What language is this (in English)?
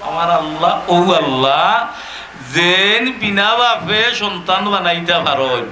Sylheti